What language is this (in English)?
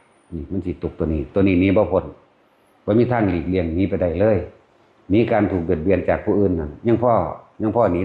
Lao